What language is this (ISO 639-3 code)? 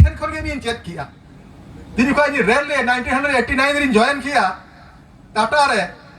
sat